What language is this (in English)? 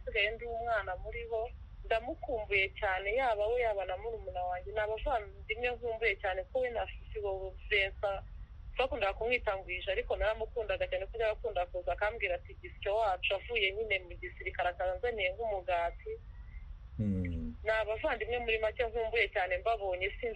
Kinyarwanda